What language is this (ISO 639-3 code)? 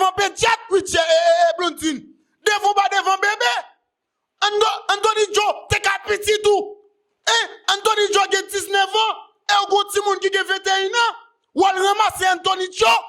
hat